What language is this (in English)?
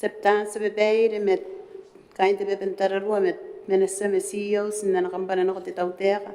Gilbertese